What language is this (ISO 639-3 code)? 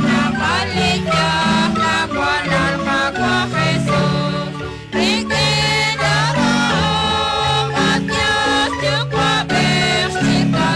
kek